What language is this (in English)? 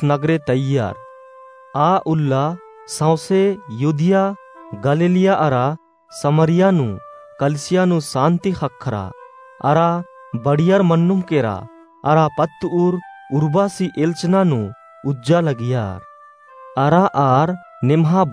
Kurukh